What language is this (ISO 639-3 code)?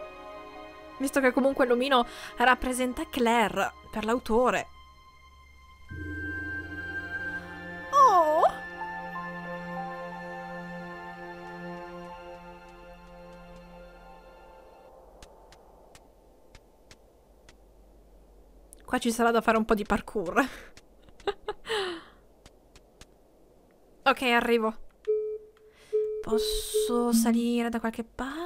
ita